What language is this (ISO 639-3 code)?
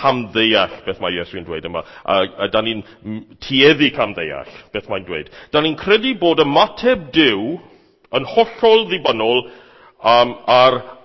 cym